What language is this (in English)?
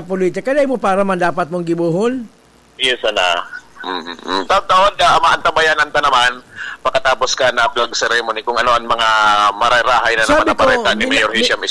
Bikol